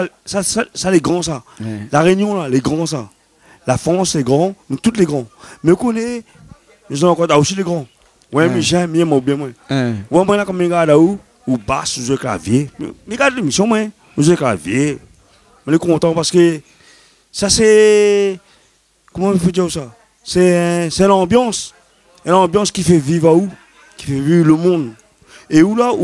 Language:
Réunion Creole French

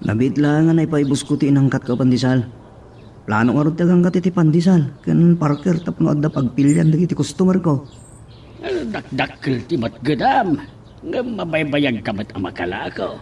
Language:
Iloko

